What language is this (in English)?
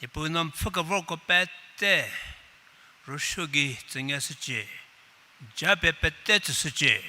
Angami Naga